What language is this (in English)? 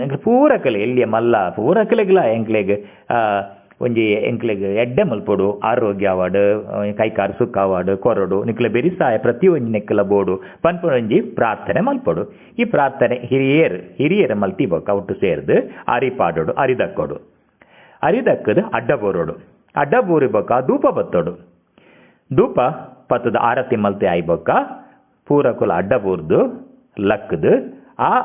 Tulu